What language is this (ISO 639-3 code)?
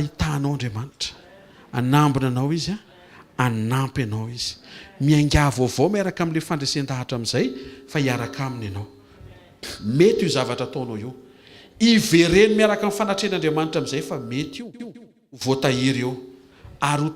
mlg